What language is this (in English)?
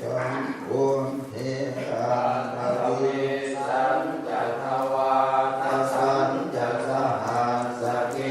Pali